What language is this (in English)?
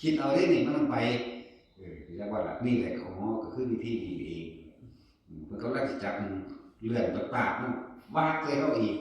Northeastern Thai